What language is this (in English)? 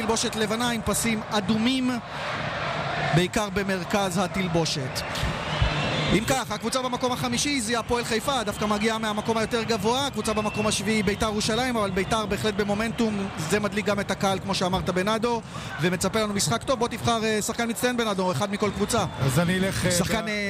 Hebrew